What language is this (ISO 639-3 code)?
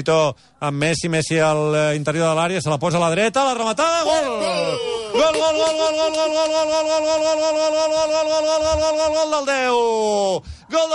cat